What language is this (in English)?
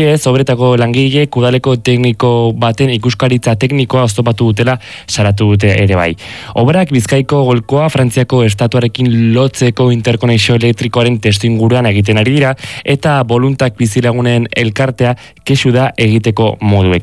Basque